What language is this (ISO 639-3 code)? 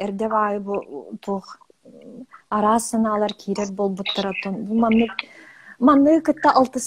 sah